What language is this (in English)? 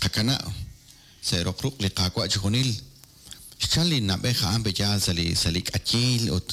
Kekchí